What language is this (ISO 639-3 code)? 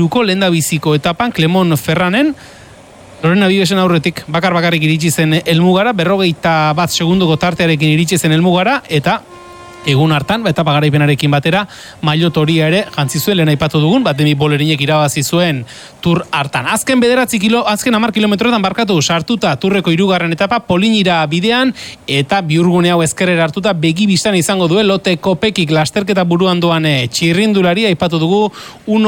eus